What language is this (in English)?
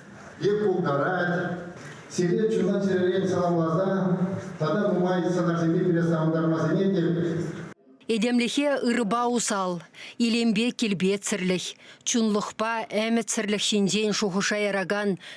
Chuvash